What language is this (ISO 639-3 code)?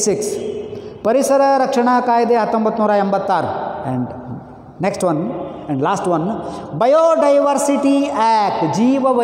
kan